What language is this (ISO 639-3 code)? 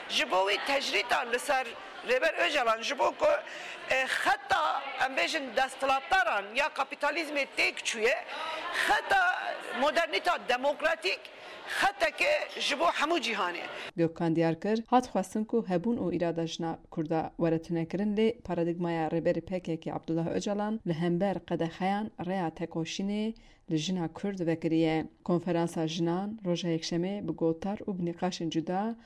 kur